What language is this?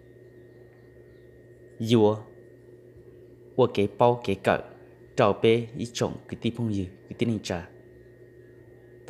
Vietnamese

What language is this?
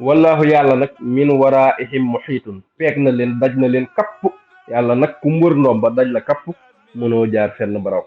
Wolof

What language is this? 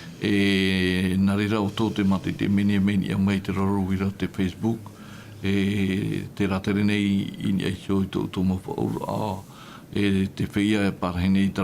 Tahitian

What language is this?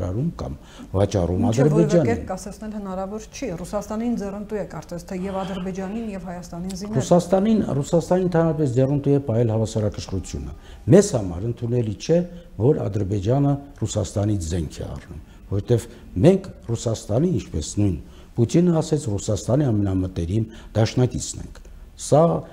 Armenian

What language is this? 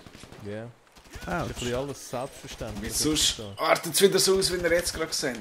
Swiss German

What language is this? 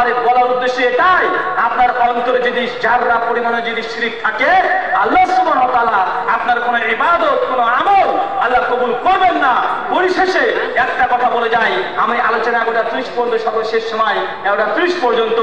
Bangla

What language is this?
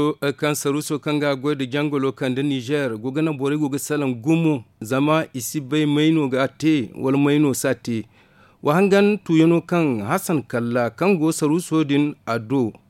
Zarma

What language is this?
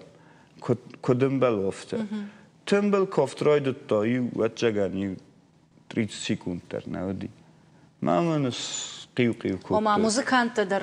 Ossetic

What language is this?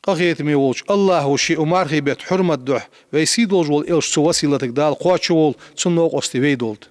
Ingush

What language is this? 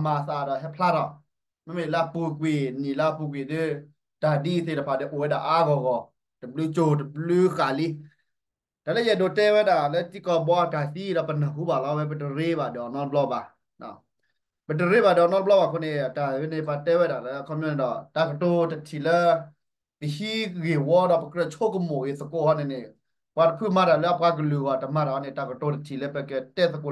S'gaw Karen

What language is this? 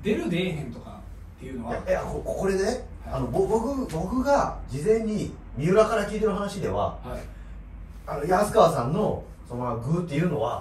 Japanese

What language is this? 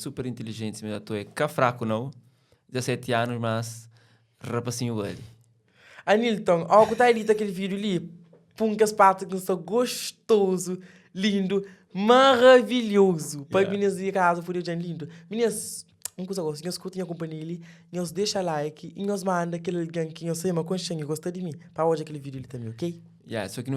Kabuverdianu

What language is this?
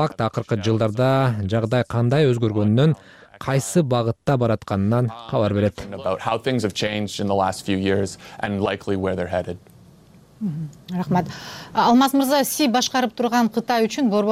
Kyrgyz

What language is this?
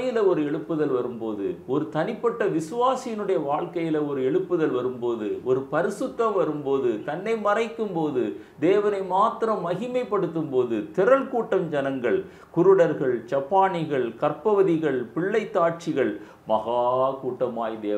Tamil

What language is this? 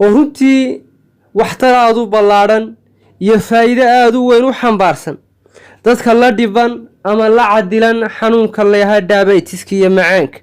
Somali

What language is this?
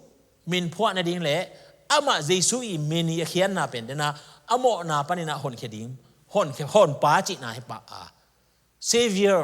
Tedim Chin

